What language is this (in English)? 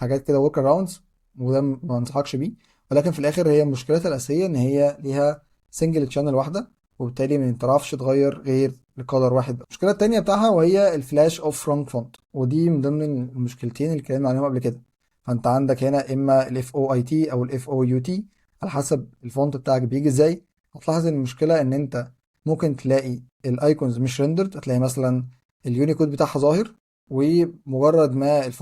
Egyptian Arabic